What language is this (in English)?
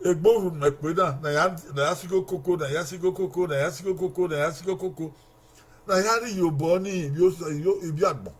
Bini